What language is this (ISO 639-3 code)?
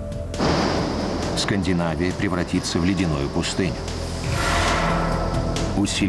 rus